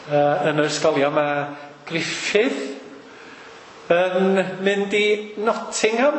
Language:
Welsh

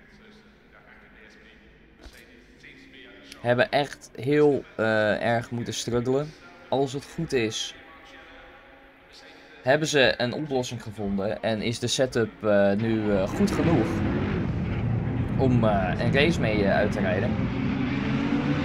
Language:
Dutch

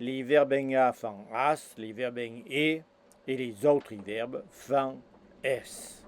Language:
Occitan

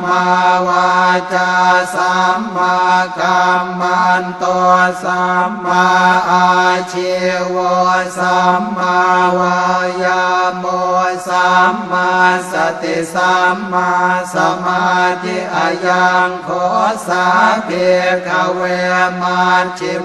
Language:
Pali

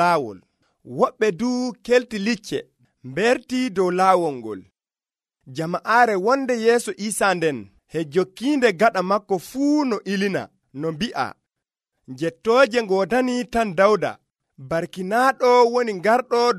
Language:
Nigerian Fulfulde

